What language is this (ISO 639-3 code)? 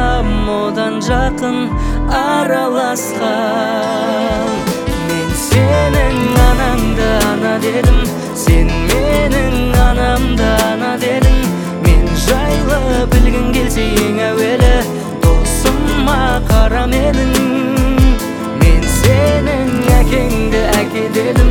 kaz